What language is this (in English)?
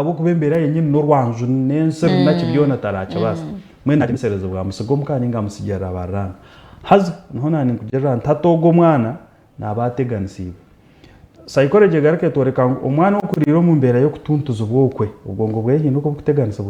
Nyankole